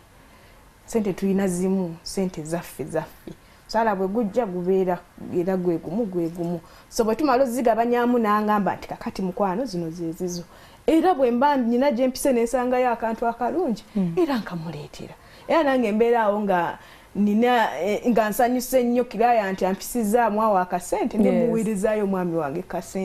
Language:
Ganda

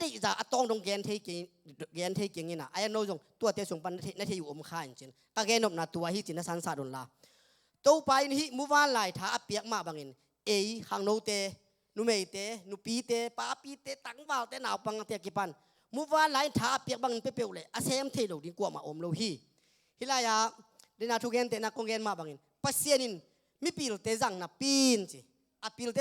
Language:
Tedim Chin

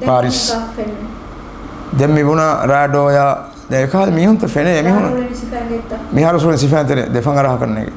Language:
Divehi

